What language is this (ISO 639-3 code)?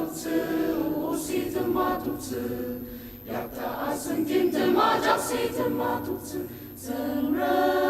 njo